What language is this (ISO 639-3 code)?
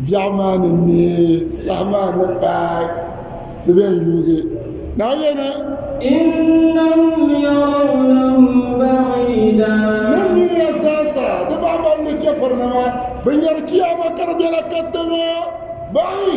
dag